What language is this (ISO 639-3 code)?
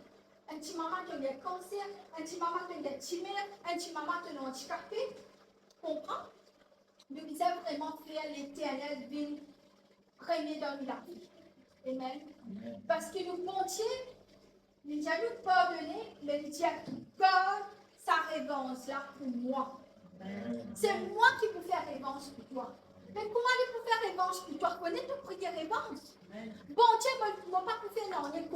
mfe